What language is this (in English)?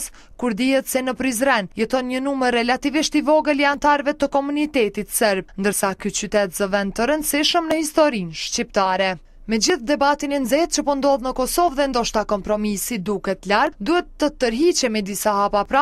Albanian